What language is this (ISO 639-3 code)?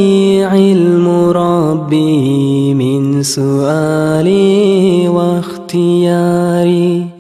kum